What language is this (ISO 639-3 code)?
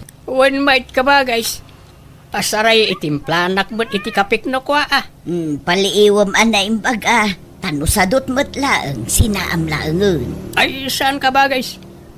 ilo